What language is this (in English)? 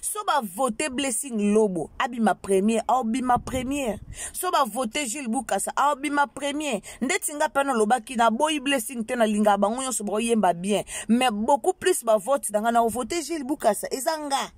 Lingala